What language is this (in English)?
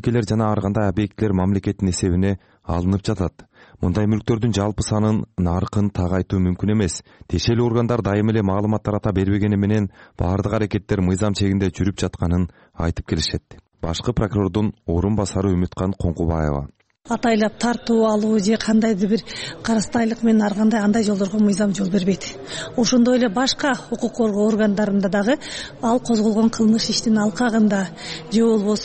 Kyrgyz